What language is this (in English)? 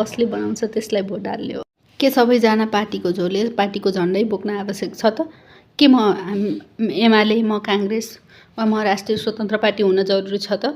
Nepali